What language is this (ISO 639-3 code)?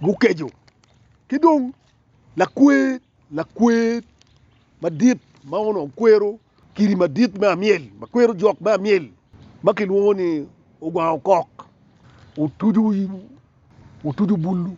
ach